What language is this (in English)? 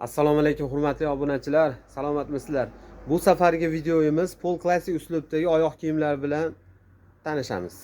Uzbek